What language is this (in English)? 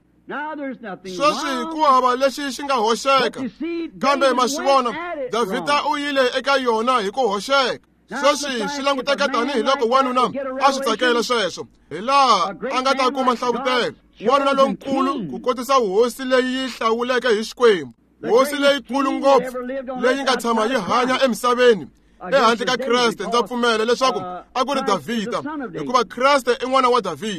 Tsonga